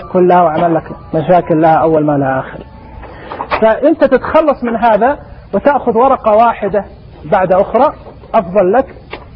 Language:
Najdi Arabic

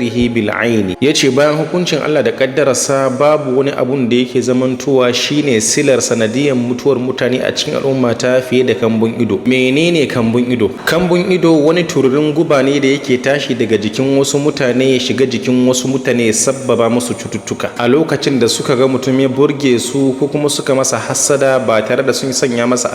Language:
Hausa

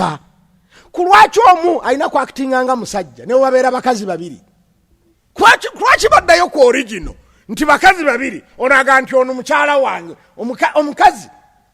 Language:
Ganda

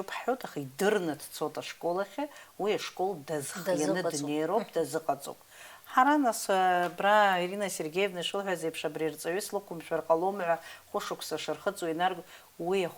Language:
Abkhazian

